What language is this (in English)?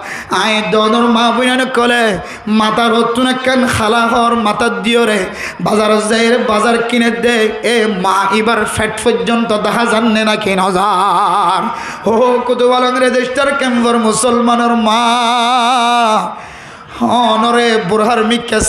Rohingya